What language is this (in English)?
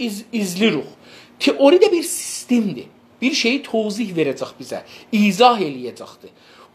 South Azerbaijani